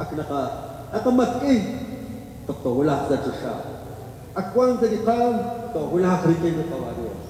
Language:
Kekchí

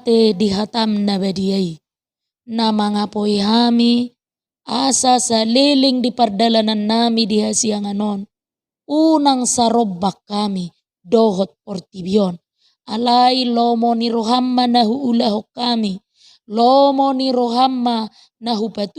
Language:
Batak Toba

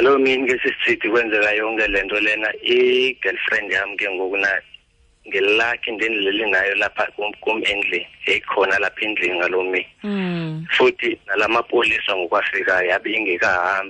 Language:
Xhosa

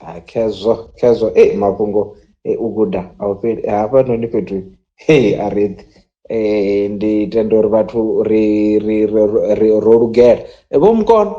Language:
Venda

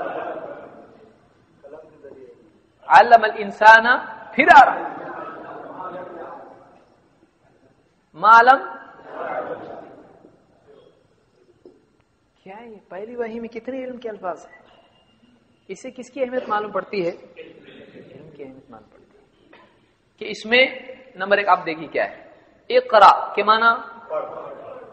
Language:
Urdu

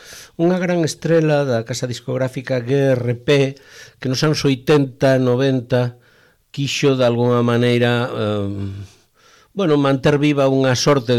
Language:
Galician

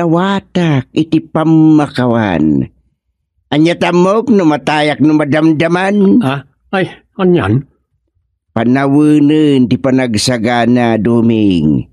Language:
Iloko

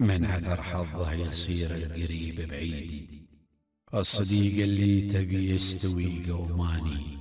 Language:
Gulf Arabic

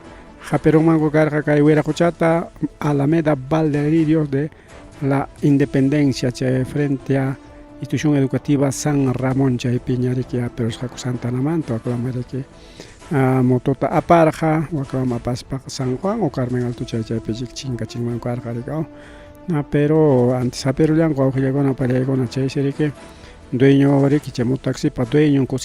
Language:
Ayacucho Quechua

